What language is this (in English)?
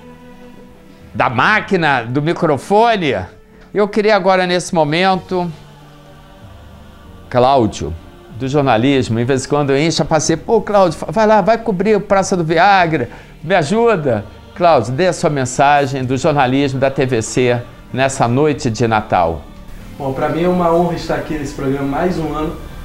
Portuguese